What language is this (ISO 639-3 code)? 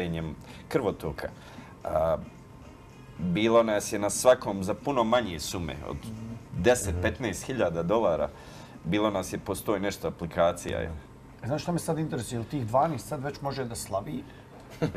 bos